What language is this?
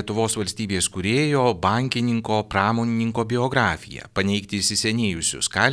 Lithuanian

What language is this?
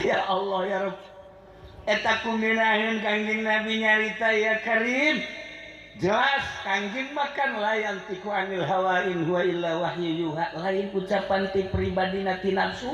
Sundanese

